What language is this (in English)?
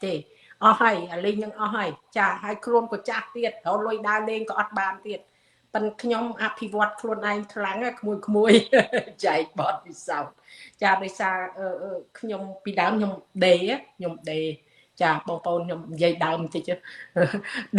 Khmer